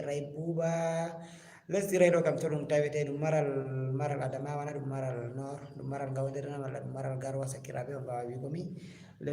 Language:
Fula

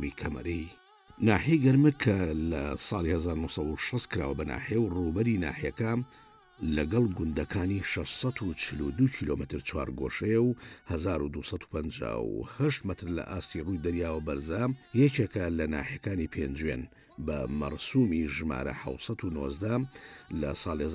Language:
Central Kurdish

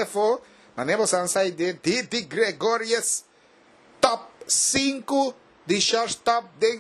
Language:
Papiamento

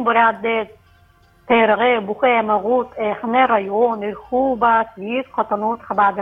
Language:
Buriat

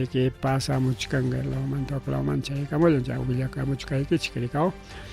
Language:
Ayacucho Quechua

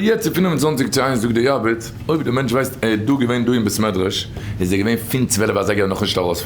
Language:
Yiddish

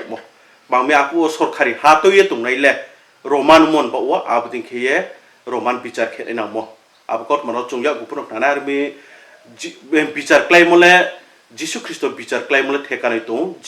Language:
Riang (India)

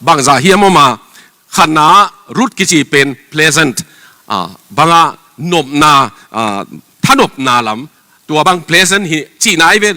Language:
Tedim Chin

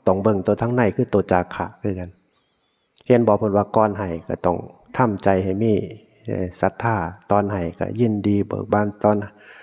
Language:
Northeastern Thai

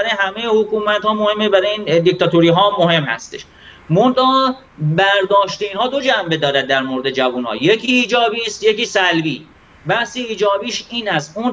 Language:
Persian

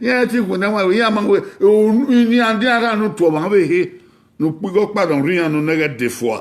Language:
Bini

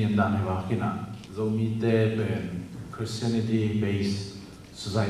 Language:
Tedim Chin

